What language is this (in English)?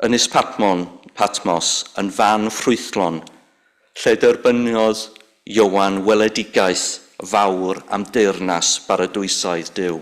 Welsh